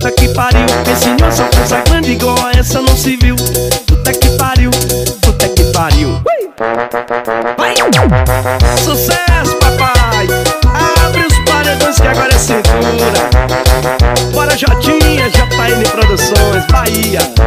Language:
Portuguese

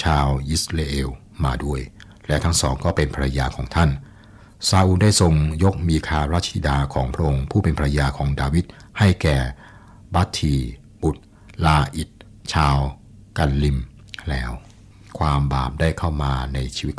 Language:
Thai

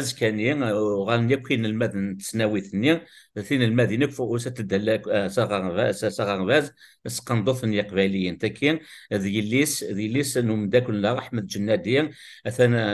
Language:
Kabyle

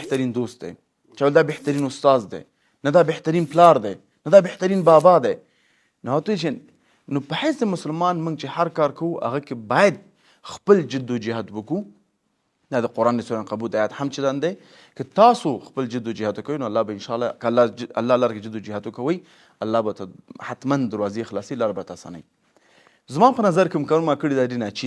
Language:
Pashto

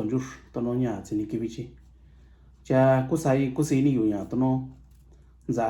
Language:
Mixtepec Mixtec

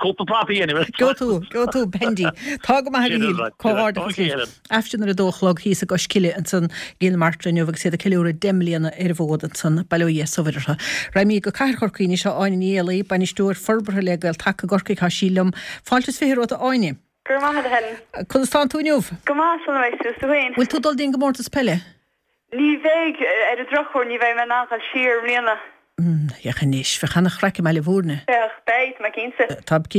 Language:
Irish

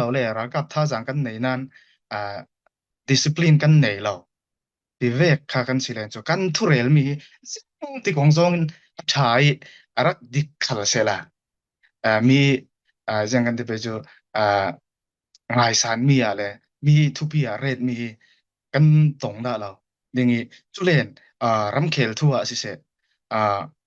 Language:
Falam Chin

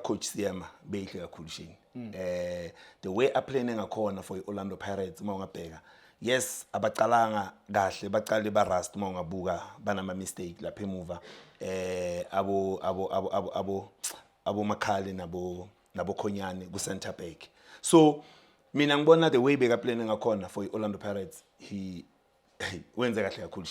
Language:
Zulu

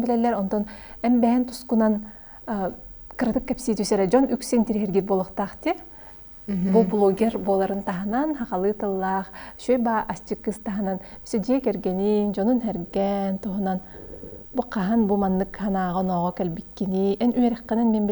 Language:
Yakut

